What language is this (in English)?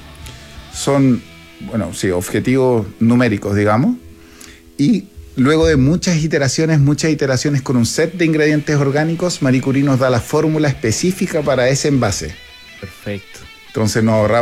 Spanish